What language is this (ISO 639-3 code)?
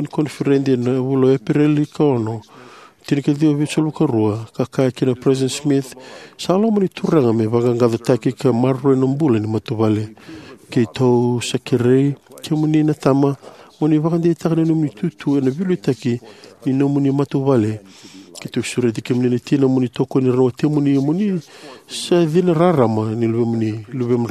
fij